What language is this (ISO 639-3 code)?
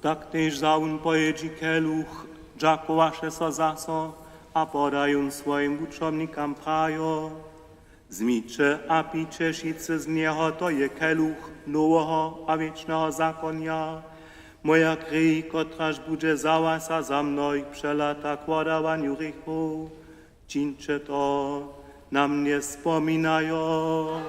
hsb